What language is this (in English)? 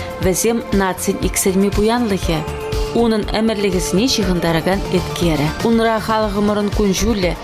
Chuvash